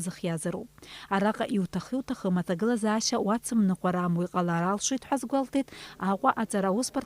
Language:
Abkhazian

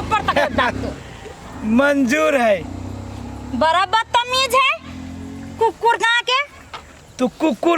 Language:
Maithili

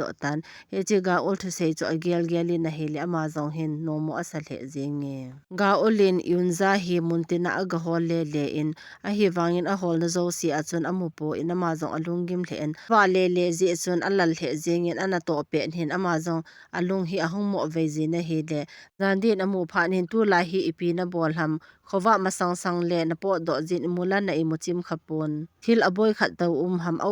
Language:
Thado Chin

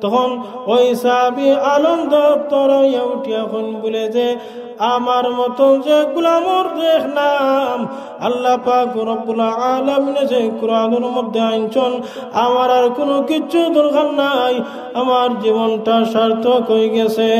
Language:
Sylheti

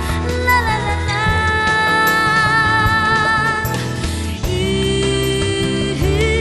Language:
Chinese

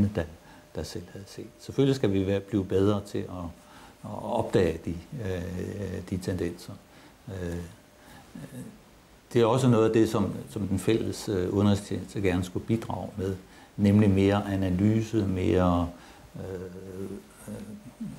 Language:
Danish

